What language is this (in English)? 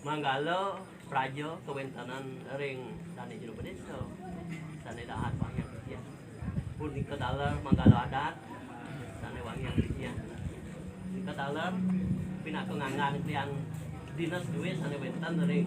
Balinese